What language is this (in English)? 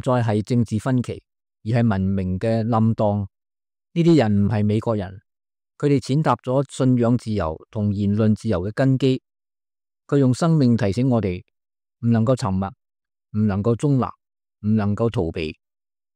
Cantonese